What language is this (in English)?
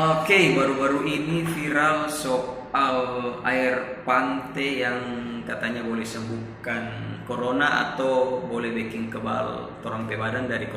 Manado Malay